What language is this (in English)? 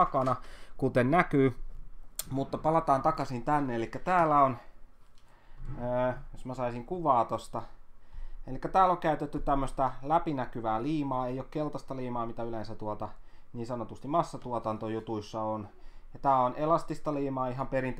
Finnish